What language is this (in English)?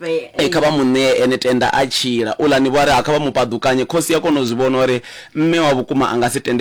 Venda